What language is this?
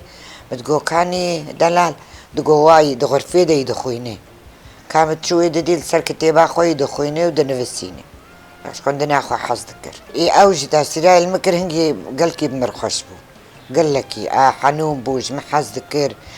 Kurdish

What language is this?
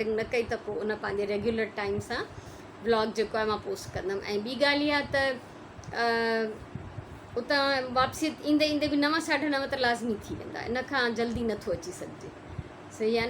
Sindhi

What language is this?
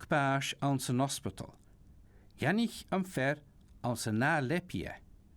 Scottish Gaelic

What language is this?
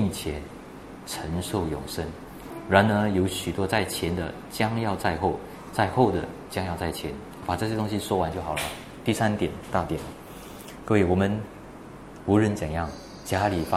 Chinese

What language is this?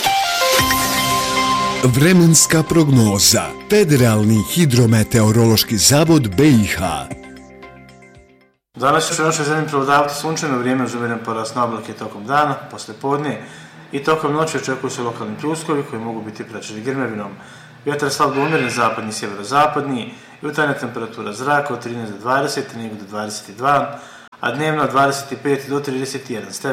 Bosnian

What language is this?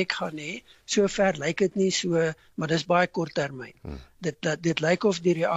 Afrikaans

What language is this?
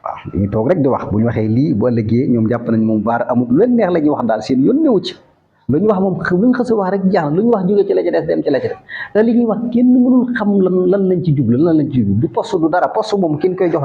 Wolof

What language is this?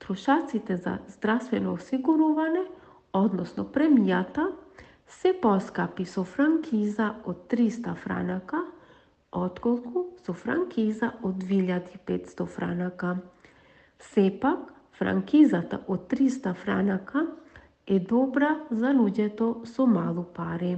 Macedonian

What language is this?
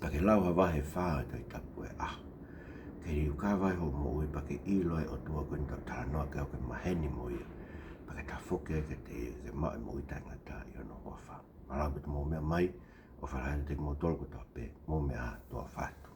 Tongan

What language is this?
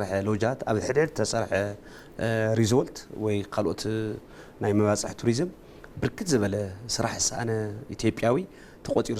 Tigrinya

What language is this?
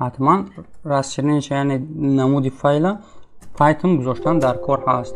Tajik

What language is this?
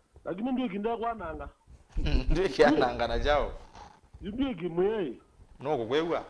Kamba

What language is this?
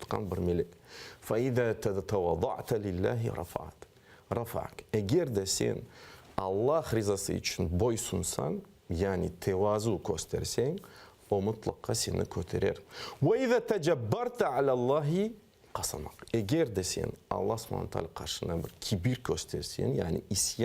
Crimean Tatar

